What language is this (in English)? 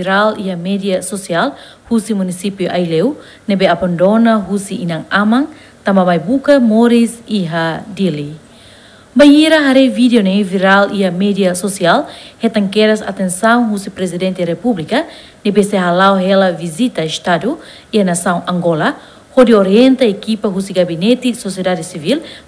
Tetum